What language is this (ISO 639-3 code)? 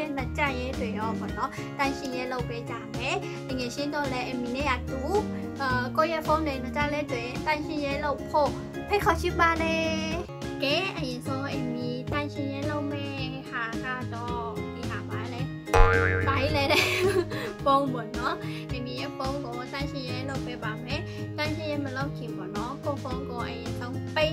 mya